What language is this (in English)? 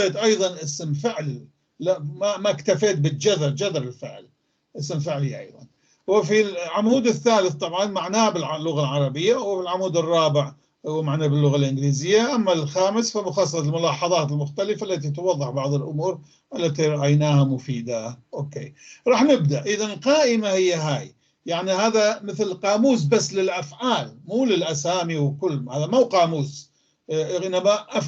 North Levantine Arabic